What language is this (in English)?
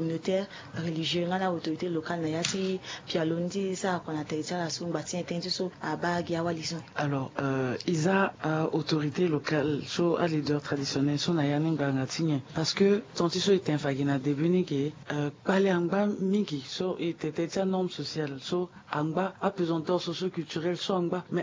Sango